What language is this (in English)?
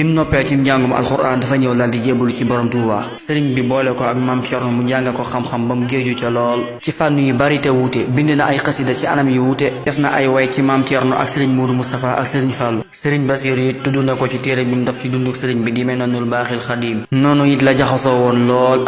Wolof